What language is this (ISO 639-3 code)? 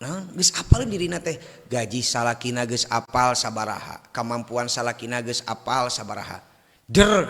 sun